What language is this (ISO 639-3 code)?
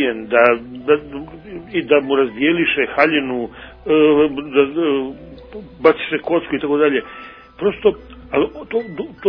hrv